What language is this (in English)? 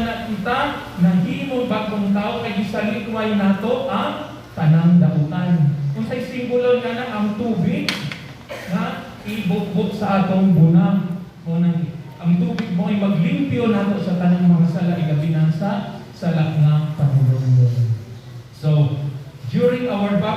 Cebuano